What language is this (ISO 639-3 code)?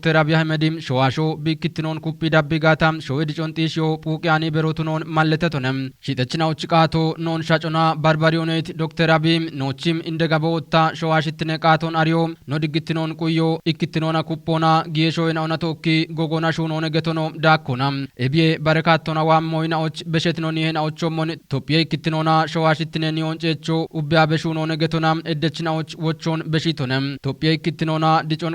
kbr